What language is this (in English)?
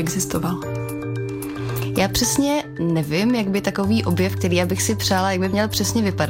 Czech